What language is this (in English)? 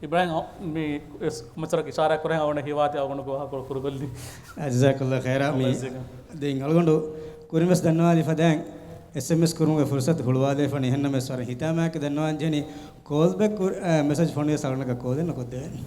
Divehi